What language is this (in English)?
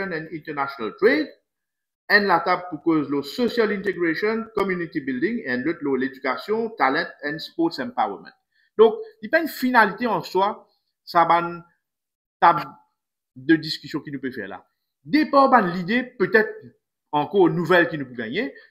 Morisyen